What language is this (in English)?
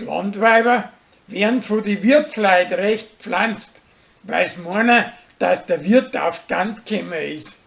Bavarian